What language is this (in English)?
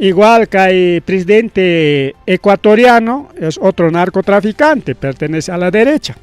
Ayacucho Quechua